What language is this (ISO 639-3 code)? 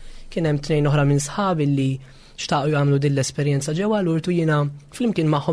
mlt